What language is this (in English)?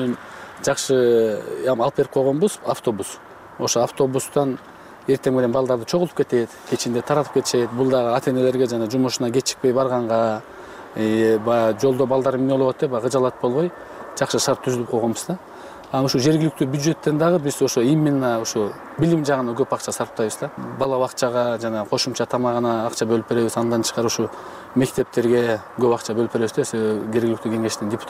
Kyrgyz